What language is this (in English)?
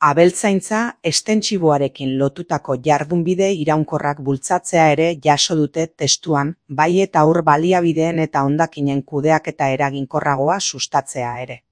Basque